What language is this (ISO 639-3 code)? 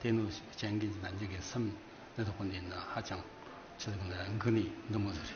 bod